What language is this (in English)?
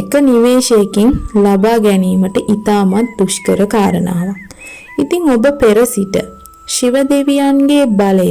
Sinhala